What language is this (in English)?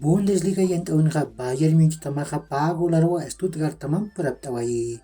Aymara